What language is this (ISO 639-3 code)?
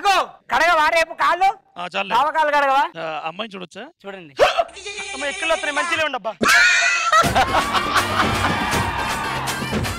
tel